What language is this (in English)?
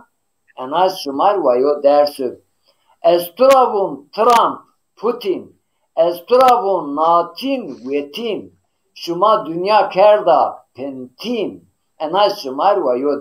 Zaza